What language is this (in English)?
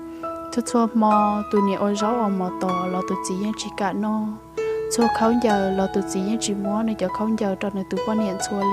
Hmong